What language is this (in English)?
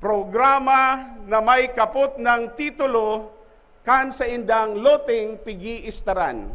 Bikol